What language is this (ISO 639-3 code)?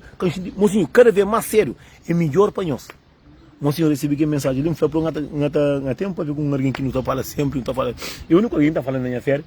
kea